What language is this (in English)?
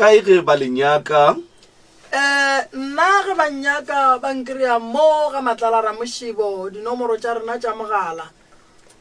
Northern Sotho